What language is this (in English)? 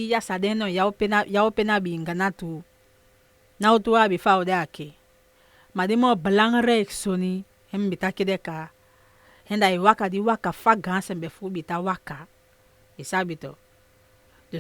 Saramaccan